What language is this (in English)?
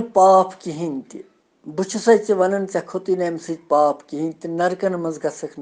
Kashmiri